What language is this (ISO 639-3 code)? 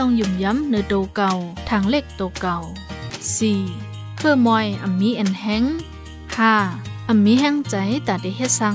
shn